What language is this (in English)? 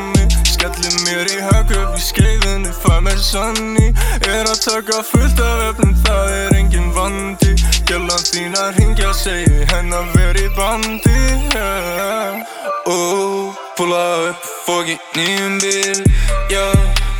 Icelandic